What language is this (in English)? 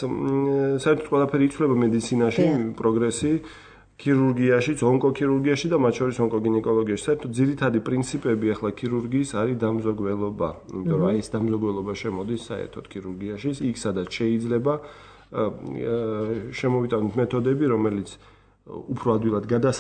Georgian